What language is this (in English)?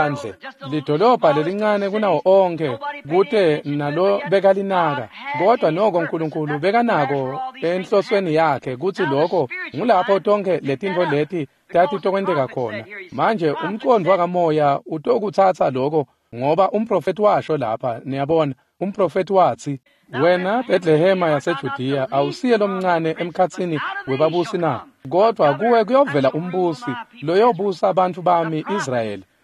Swati